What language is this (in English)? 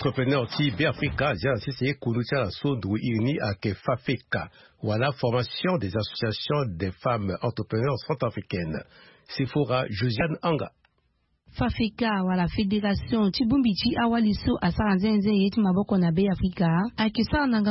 Sango